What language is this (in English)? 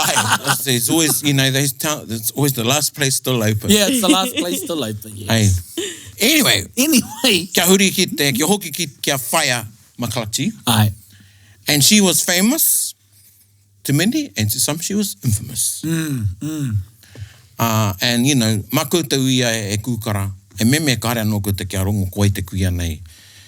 Māori